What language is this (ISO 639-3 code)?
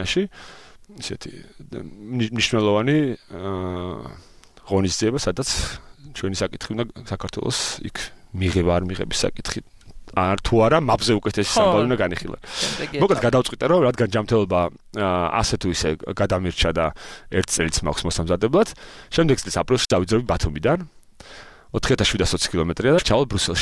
kat